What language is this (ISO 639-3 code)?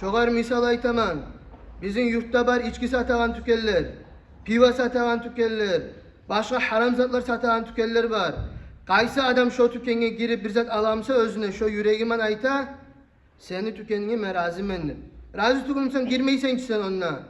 kum